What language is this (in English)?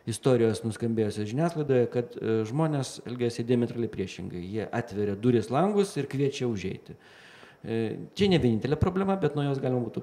Lithuanian